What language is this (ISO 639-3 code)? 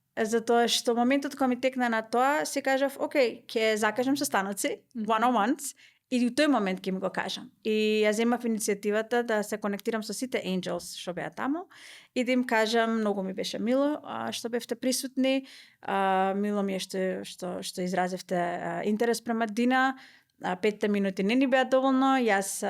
mkd